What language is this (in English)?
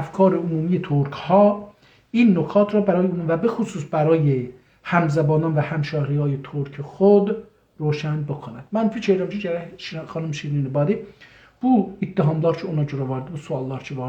South Azerbaijani